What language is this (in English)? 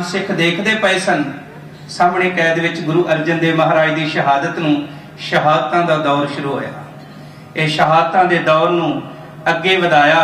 Punjabi